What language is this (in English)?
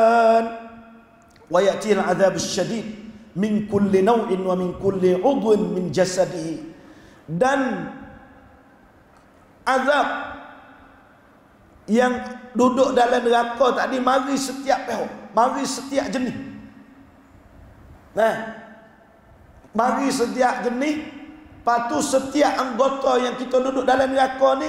Malay